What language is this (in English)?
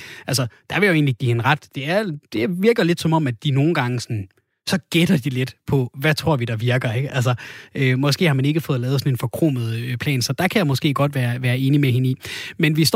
Danish